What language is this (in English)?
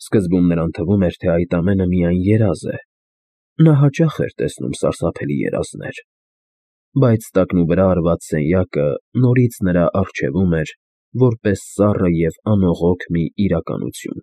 Armenian